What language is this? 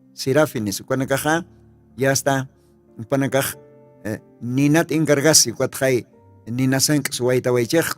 Aymara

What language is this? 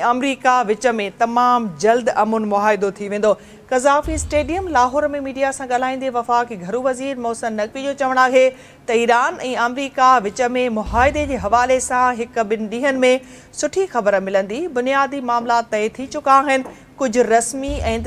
Sindhi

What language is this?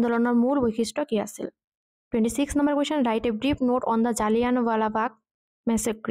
Assamese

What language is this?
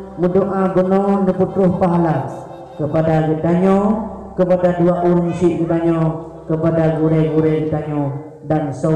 Achinese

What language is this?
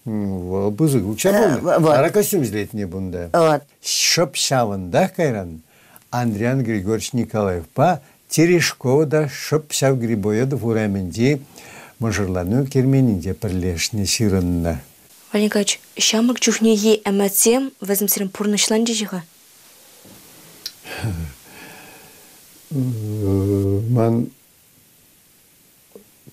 Chuvash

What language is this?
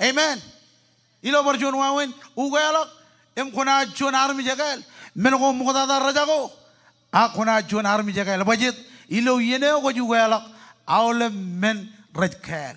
Marshallese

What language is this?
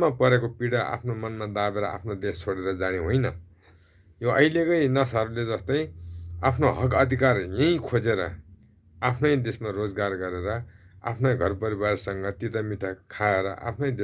Nepali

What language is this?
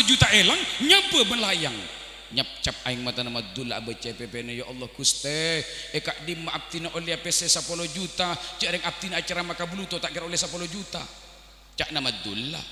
Madurese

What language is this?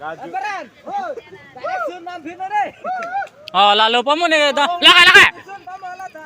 Karbi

